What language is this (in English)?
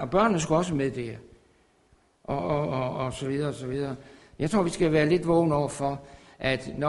Danish